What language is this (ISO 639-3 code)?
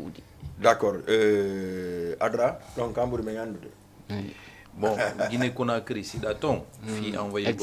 ful